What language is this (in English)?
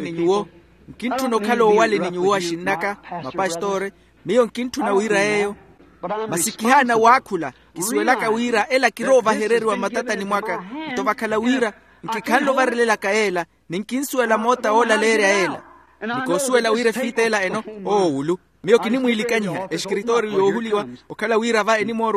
Makhuwa